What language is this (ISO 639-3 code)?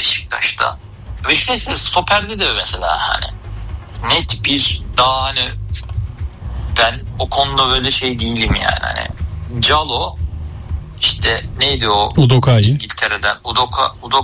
tur